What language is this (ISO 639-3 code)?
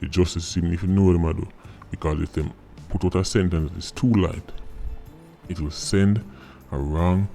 jam